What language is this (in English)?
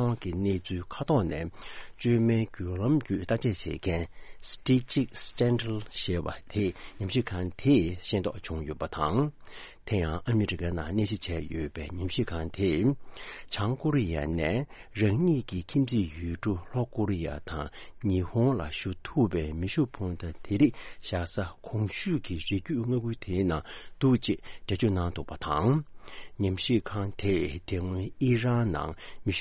Tibetan